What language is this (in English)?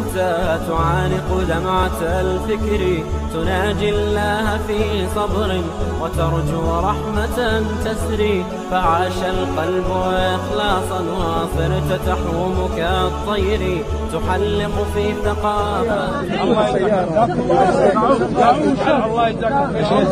Arabic